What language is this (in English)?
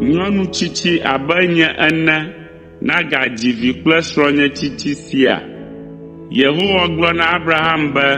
Ewe